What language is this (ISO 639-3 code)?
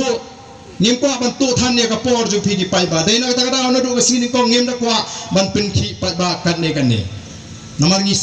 kha